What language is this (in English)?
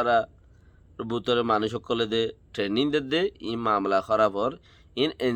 Rohingya